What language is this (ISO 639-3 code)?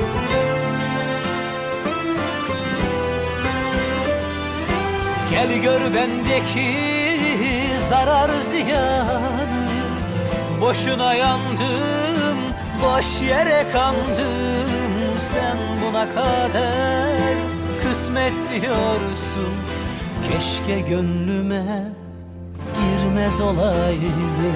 tur